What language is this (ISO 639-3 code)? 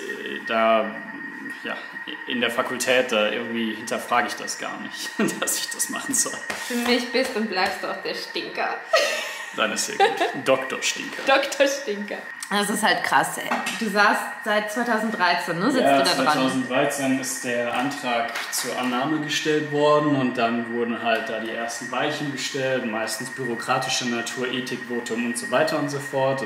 deu